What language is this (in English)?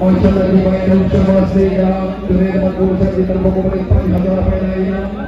Saraiki